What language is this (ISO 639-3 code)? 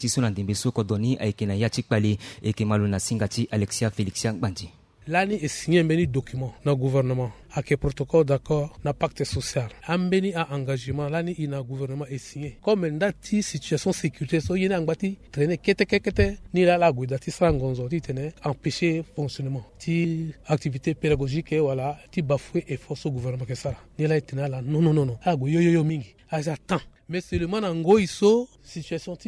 sag